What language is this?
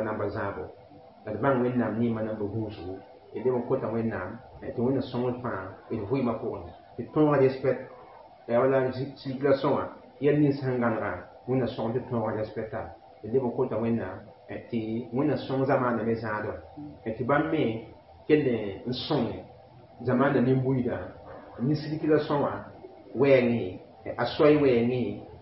Mossi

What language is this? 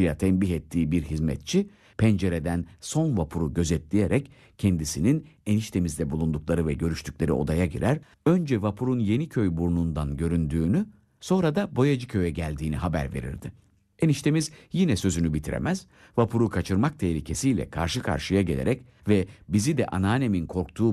Turkish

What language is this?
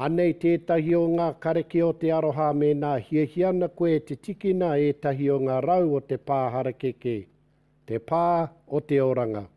Māori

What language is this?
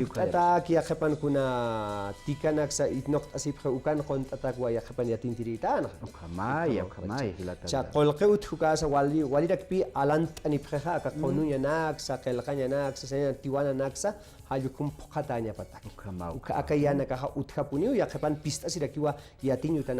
Aymara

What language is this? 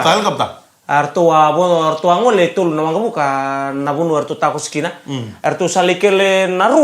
Fijian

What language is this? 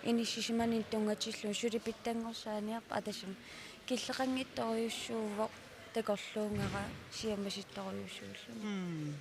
Kalaallisut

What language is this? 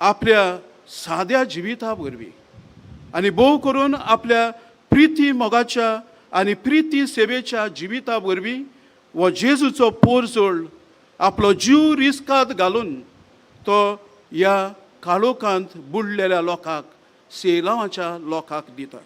Konkani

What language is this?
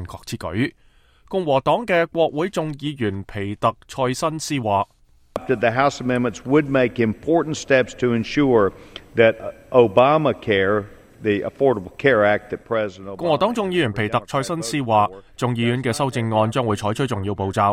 Cantonese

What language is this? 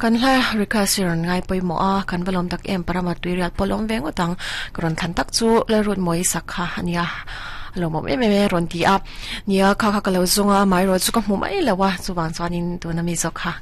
Mizo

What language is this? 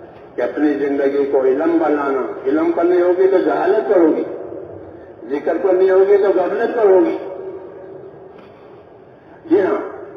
Urdu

